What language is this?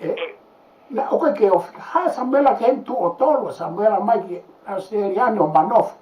Tongan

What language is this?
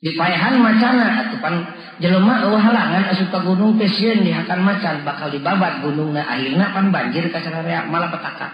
Sundanese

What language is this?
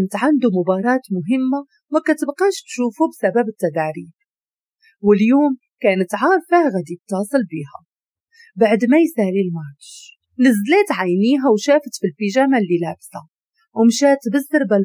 Moroccan Arabic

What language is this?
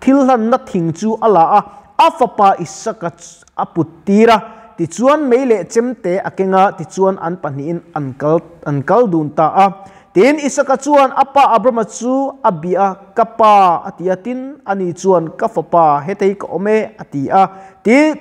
Mizo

